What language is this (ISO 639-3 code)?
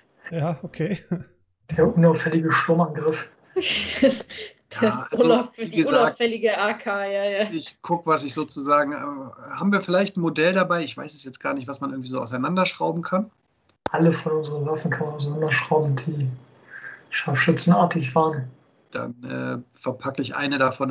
deu